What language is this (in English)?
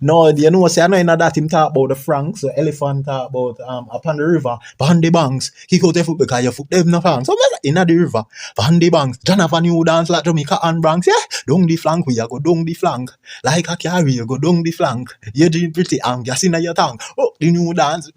Jamaican Creole English